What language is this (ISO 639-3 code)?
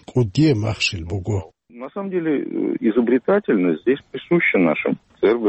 ava